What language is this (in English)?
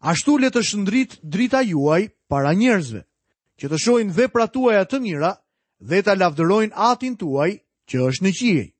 Albanian